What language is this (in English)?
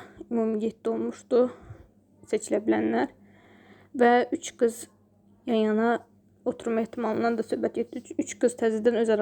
Azerbaijani